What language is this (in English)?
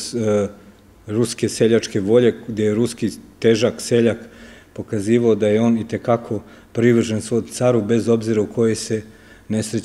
Serbian